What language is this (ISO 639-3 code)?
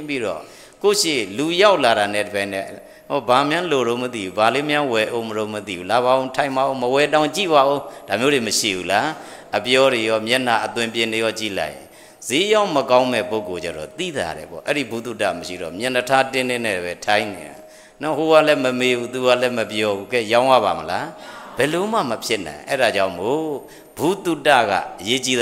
mya